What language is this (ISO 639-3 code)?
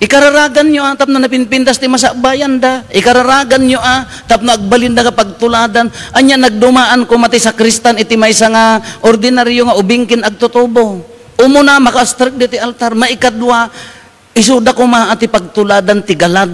ilo